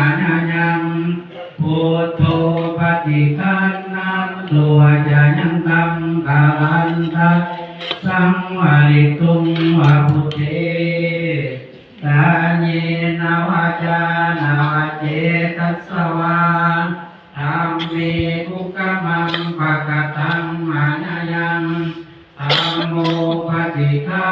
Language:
Pali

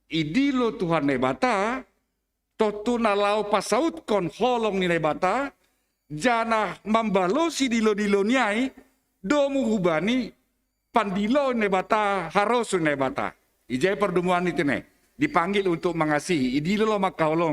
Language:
Batak Simalungun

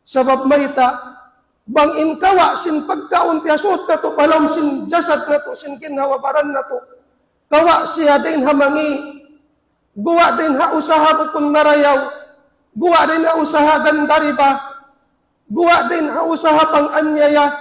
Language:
Tausug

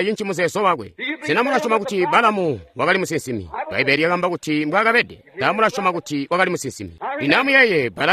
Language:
Tonga (Zambia)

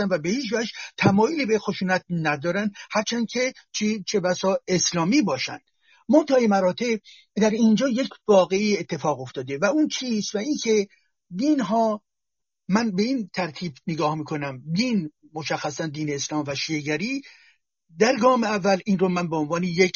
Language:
Persian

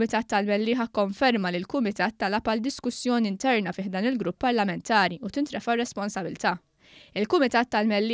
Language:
Maltese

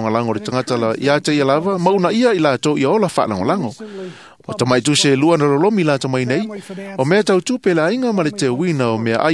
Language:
Samoan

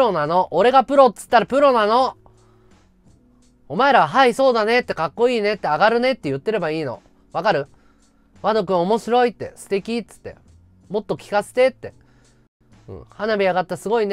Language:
Japanese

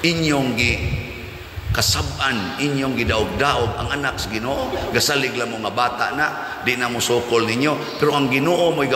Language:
Cebuano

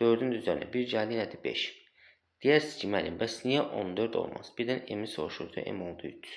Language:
Azerbaijani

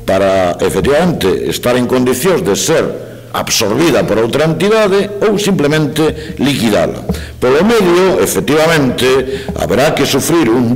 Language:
Galician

